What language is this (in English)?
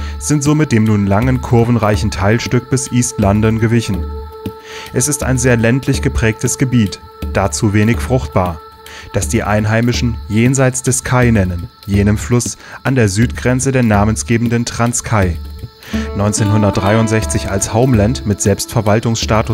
German